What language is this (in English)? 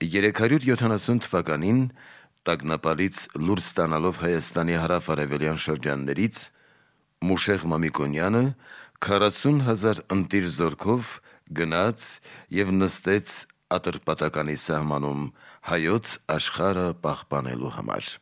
Armenian